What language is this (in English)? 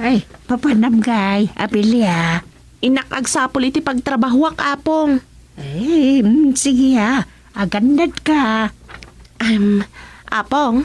Iloko